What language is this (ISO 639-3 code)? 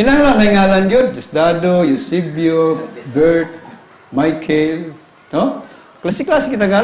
ceb